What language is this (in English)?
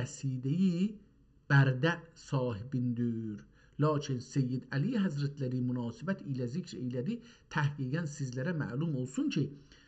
South Azerbaijani